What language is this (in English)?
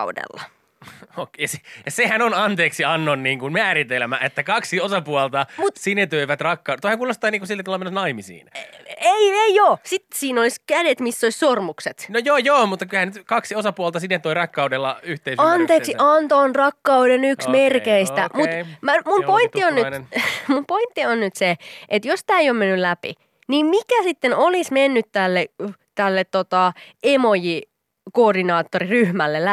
Finnish